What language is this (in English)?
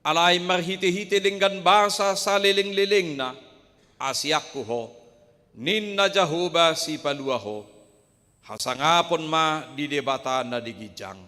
Batak Toba